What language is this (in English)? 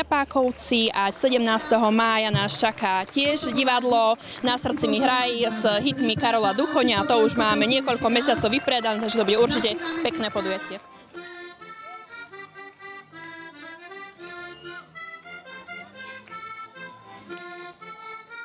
Slovak